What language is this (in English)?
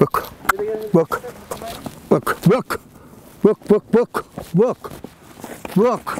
Kyrgyz